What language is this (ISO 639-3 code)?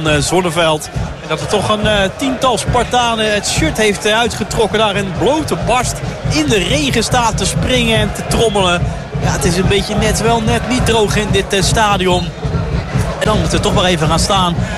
nld